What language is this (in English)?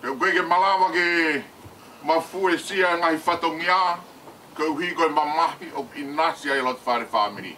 Tongan